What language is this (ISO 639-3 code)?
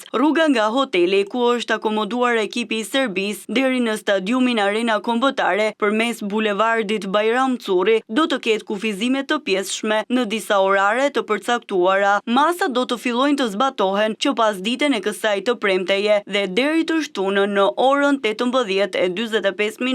sqi